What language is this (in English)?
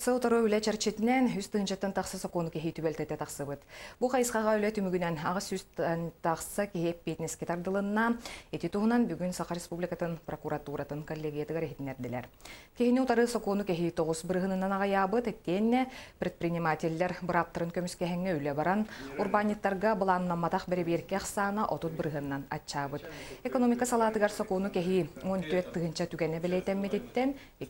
Yakut